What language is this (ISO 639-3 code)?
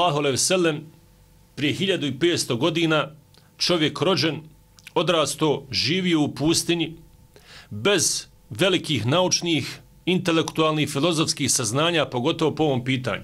bos